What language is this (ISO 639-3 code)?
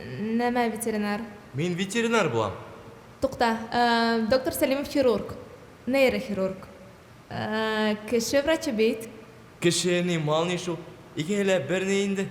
bak